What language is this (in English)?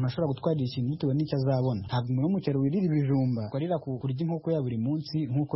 Kinyarwanda